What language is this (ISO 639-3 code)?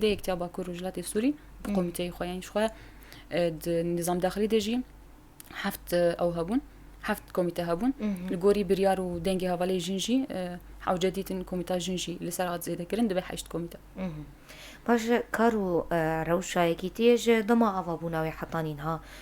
kur